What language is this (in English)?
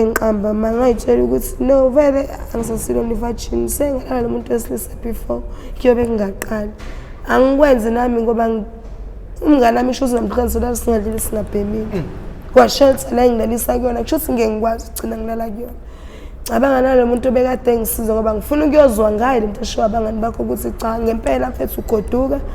Zulu